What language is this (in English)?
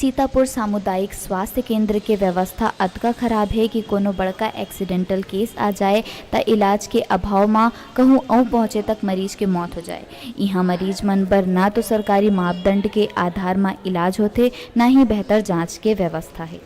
Chhattisgarhi